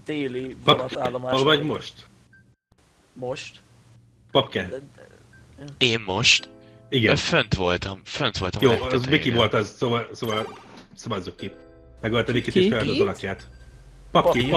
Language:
Hungarian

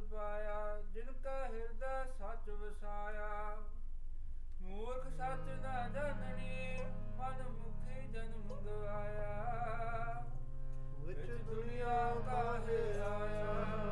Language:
Punjabi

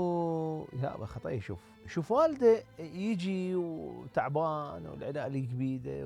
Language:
Mesopotamian Arabic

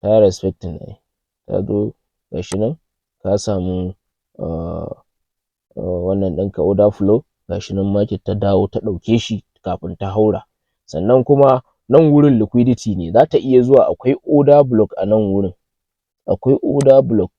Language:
Hausa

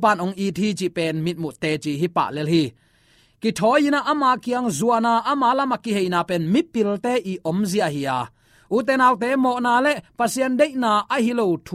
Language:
Tedim Chin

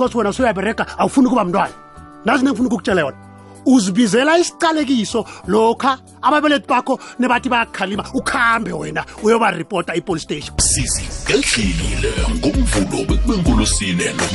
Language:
South Ndebele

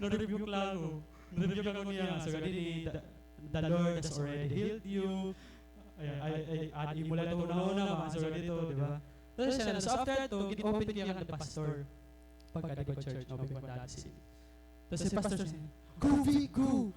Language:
Waray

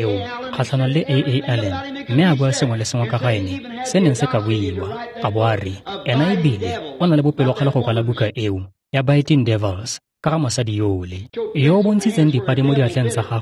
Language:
Tswana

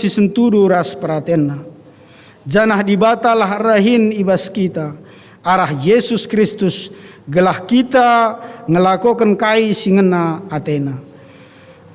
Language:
Batak Karo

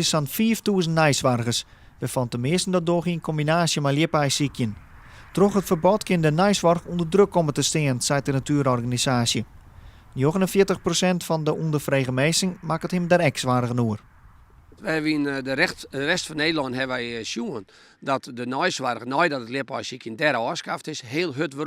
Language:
Western Frisian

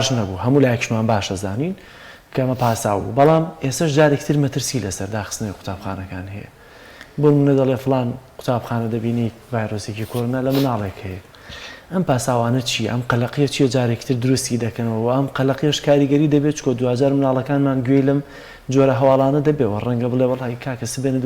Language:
Central Kurdish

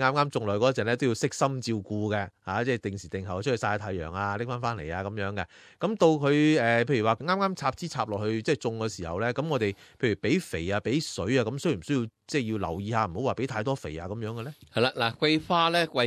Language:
Cantonese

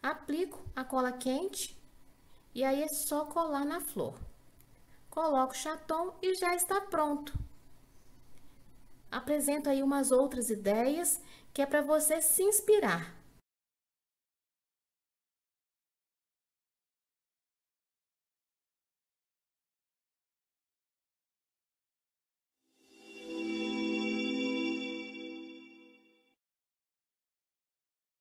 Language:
Portuguese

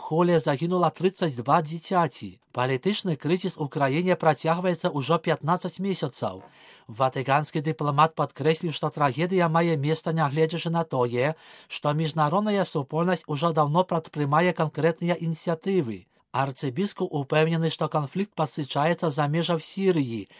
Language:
Belarusian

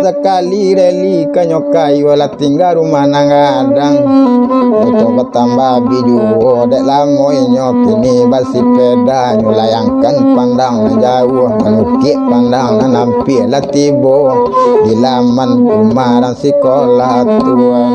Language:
Minangkabau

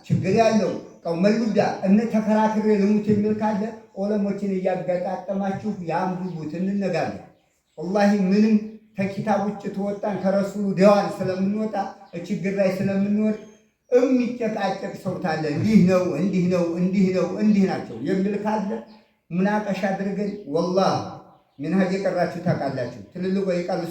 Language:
Amharic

